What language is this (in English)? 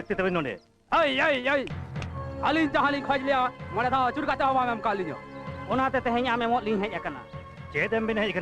Santali